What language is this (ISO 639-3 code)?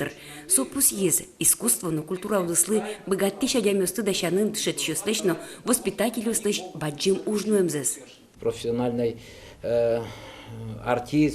udm